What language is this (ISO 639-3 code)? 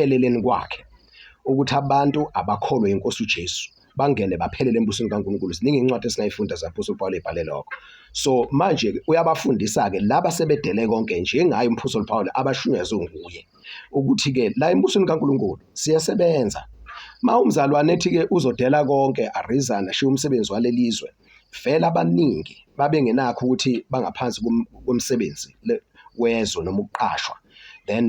zul